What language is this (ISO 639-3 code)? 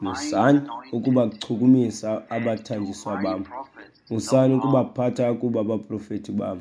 xho